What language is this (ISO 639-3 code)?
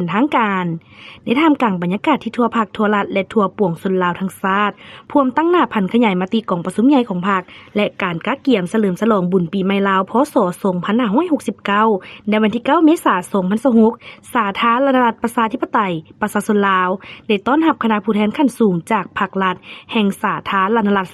lao